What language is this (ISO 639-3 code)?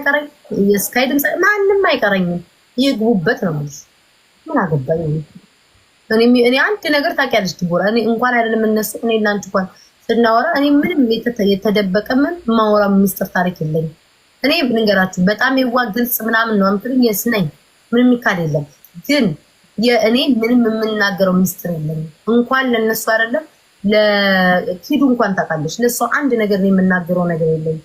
amh